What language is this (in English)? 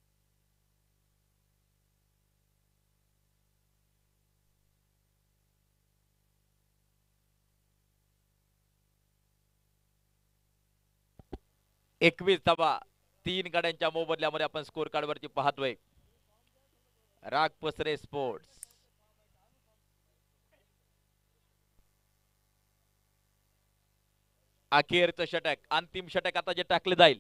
Marathi